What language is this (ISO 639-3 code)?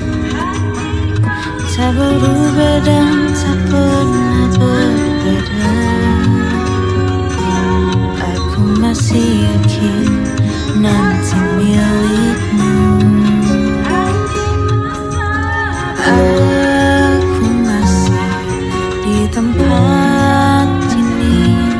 ind